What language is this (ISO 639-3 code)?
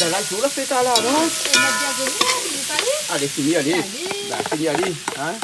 rcf